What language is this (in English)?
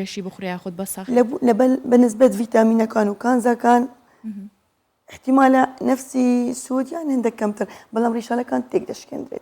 Central Kurdish